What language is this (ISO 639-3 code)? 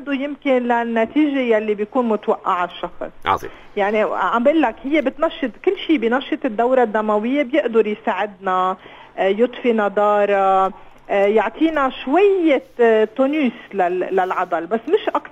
apc